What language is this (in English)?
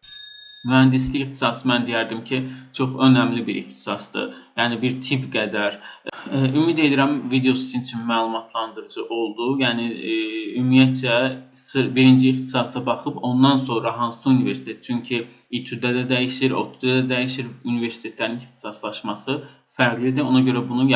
Azerbaijani